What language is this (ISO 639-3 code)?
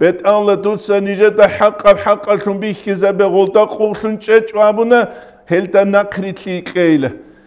ava